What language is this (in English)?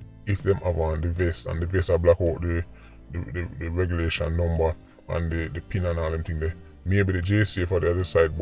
Jamaican Creole English